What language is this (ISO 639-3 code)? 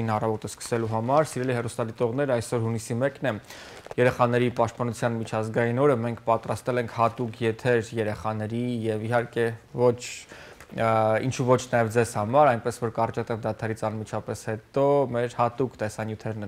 hye